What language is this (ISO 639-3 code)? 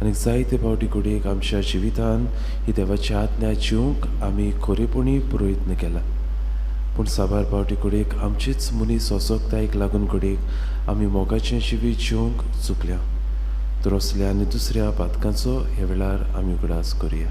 kok